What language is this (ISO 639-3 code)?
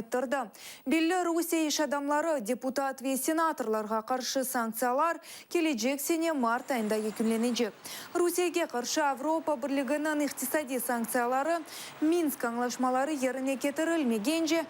crh